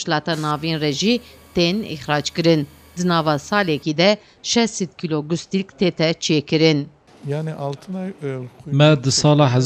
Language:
Kurdish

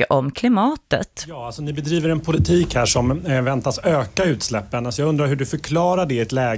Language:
Swedish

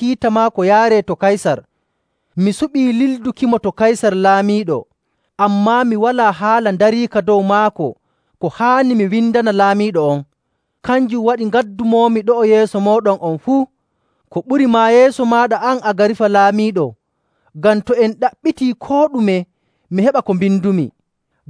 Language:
Nigerian Fulfulde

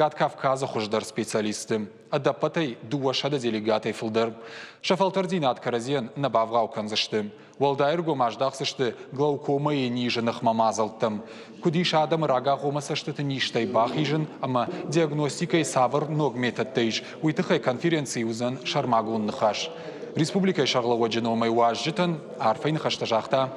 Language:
Ossetic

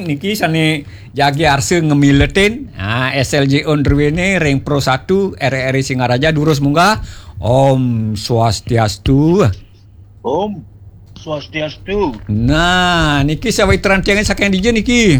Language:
Balinese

